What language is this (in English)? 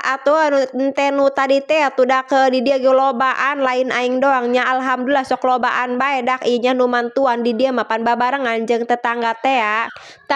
Sundanese